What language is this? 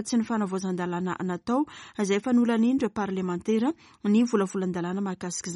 Malagasy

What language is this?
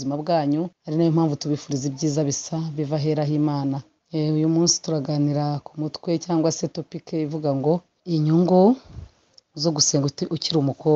Kinyarwanda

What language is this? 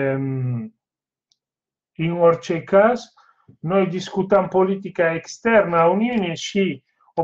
Romanian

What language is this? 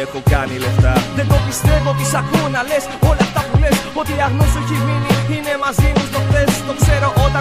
Greek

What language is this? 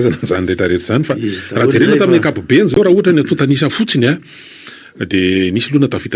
Malagasy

